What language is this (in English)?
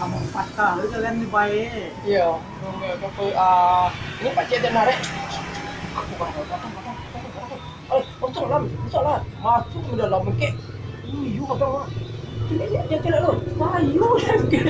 Minangkabau